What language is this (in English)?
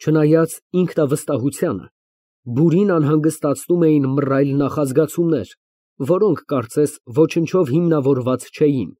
Armenian